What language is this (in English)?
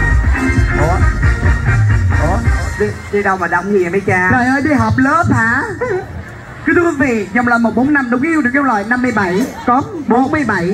Vietnamese